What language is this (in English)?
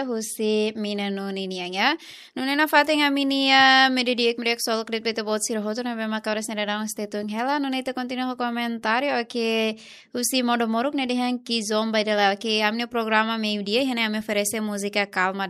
Tetum